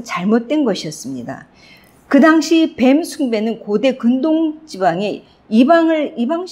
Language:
Korean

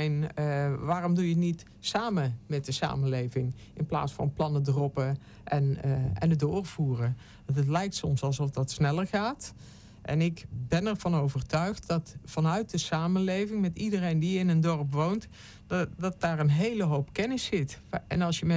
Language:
Dutch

